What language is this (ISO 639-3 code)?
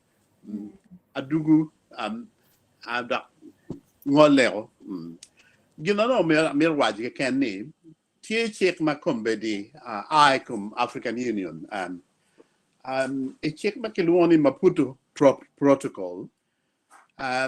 ach